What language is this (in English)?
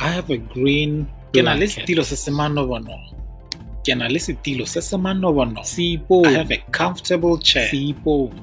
Tswana